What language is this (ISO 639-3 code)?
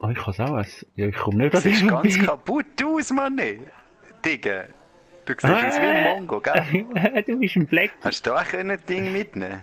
gsw